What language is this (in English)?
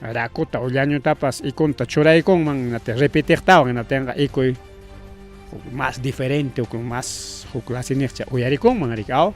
Ayacucho Quechua